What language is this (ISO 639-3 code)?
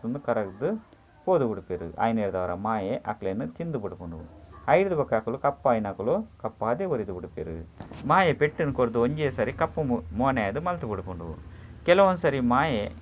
tcy